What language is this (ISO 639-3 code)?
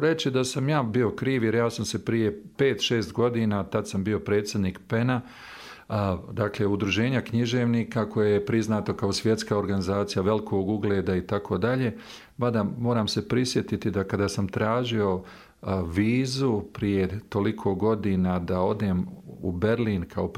bos